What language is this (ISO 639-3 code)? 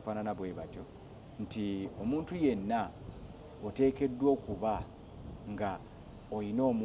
lug